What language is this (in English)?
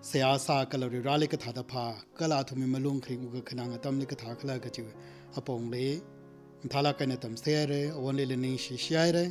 Tangkhul Naga (India)